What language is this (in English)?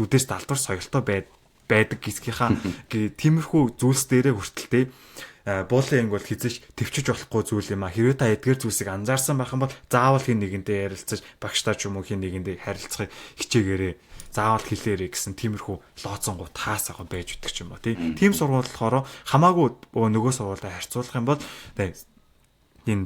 Mongolian